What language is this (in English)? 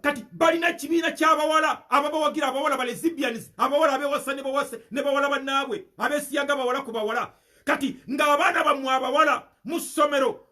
Ganda